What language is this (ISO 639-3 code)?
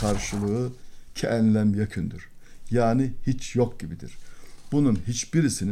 tur